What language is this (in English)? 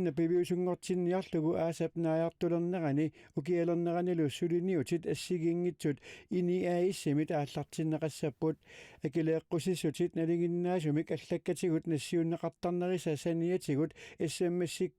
Kalaallisut